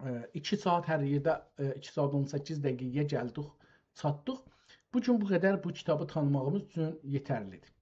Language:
South Azerbaijani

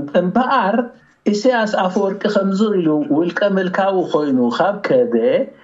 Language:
Tigrinya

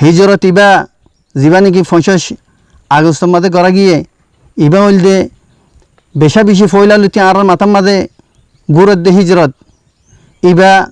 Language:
Rohingya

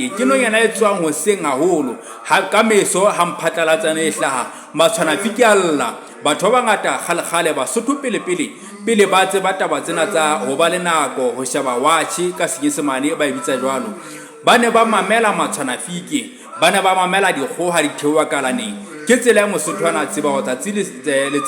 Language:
Southern Sotho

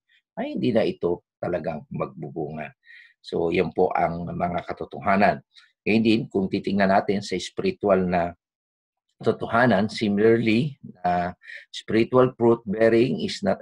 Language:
Filipino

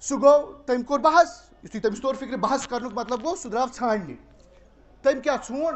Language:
Kashmiri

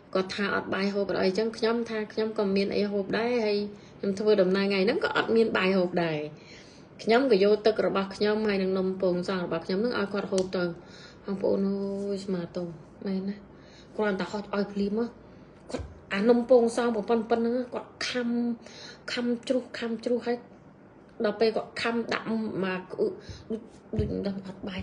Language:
Khmer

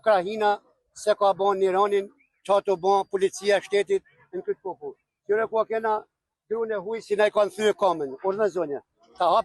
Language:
Albanian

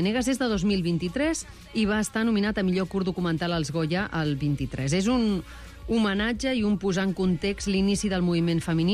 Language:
Catalan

